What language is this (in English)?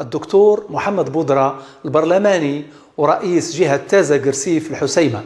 Moroccan Arabic